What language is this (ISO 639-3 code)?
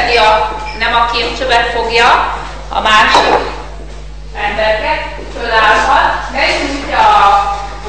hun